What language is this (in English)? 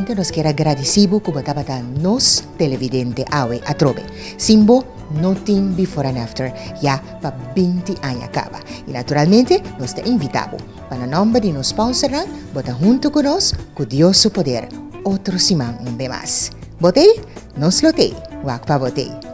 Papiamento